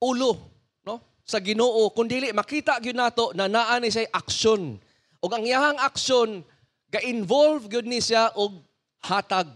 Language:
Cebuano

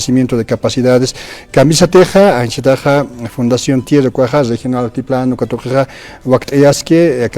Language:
Aymara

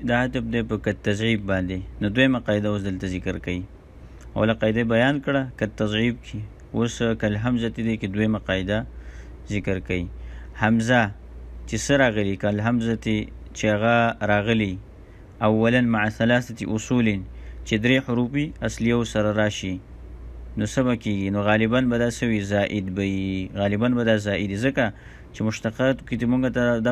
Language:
Pashto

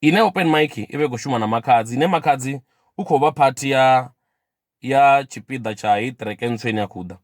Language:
Venda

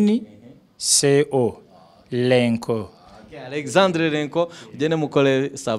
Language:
Kinyarwanda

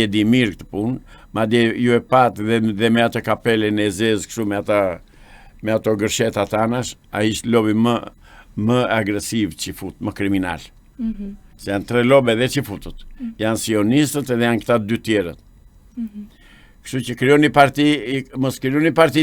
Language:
Albanian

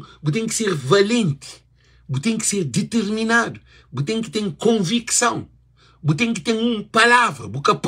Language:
Kabuverdianu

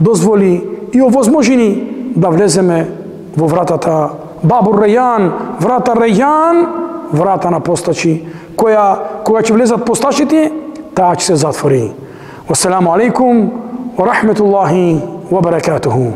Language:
Macedonian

